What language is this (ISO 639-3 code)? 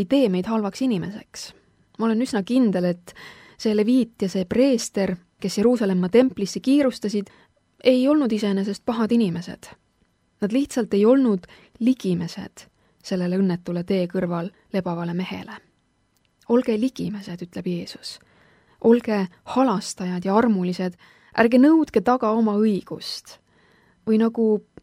est